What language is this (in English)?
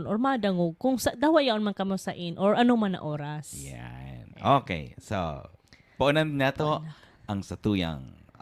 Bikol